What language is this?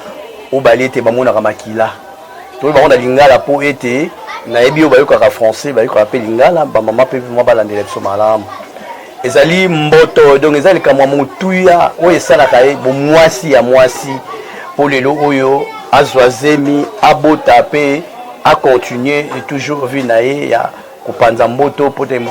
Lingala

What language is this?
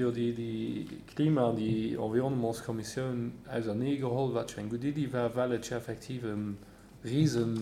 Luxembourgish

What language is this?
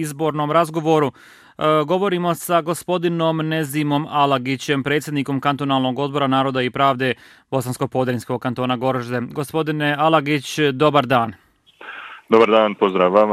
Bosnian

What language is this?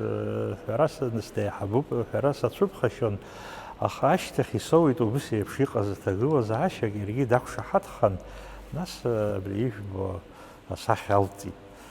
Abkhazian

